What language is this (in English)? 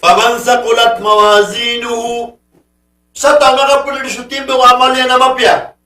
Maranao